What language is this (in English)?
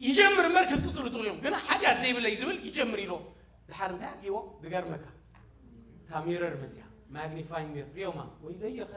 Tigrinya